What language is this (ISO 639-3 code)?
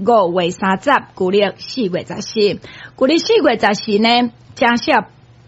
nan